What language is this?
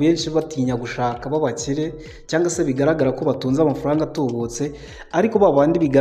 Kinyarwanda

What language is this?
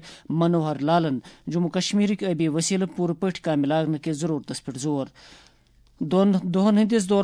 Kashmiri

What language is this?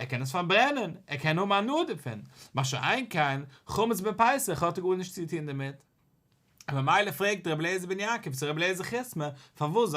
Yiddish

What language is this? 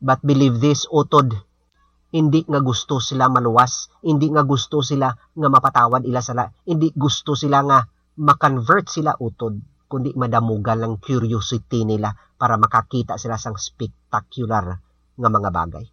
Hiligaynon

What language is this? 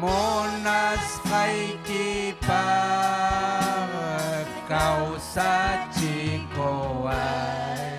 Ayacucho Quechua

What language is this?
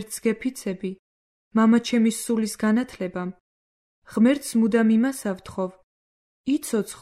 Georgian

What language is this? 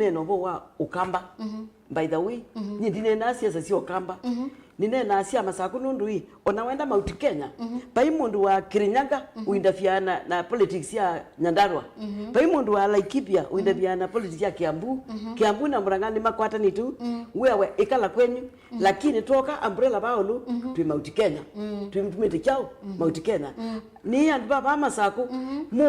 Kamba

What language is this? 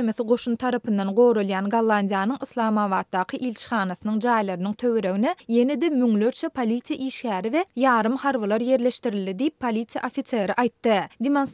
Turkmen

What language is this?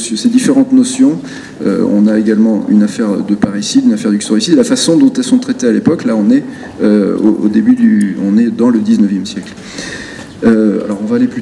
French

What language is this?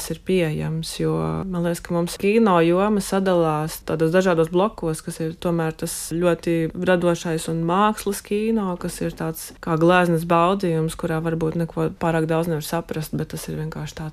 Latvian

